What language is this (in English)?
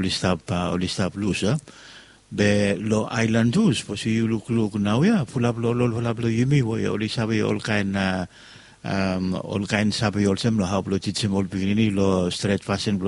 Bislama